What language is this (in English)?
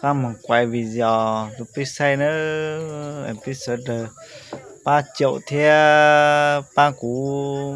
Hmong